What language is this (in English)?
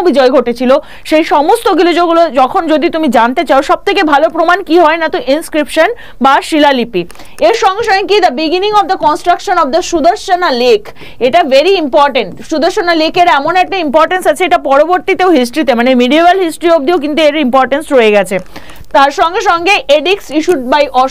Bangla